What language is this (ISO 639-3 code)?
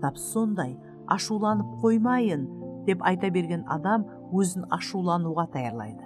kaa